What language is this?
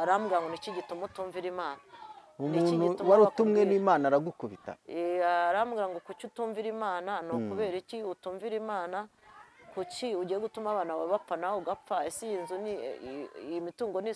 Kinyarwanda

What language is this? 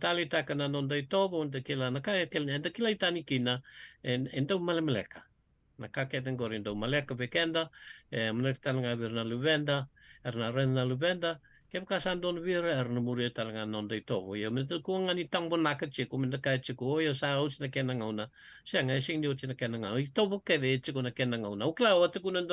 Fijian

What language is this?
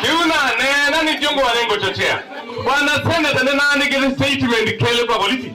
Kamba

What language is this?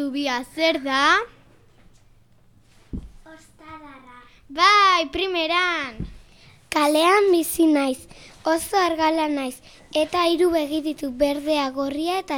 Basque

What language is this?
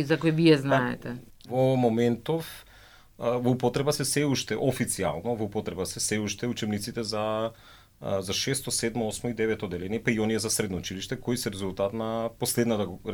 Macedonian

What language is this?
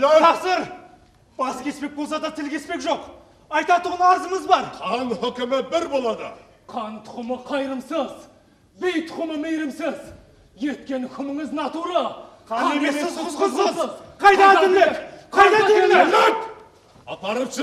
Kara-Kalpak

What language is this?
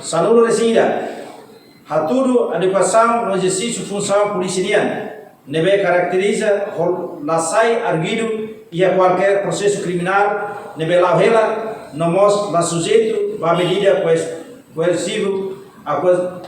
Tetum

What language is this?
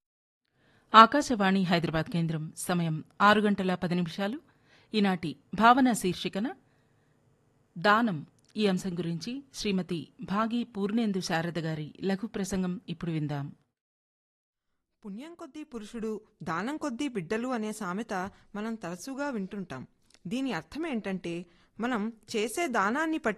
Telugu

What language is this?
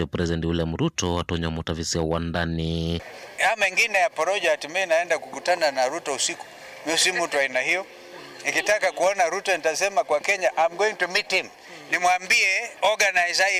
Kamba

